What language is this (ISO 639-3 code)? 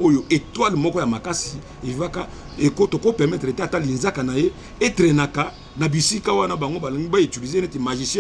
lin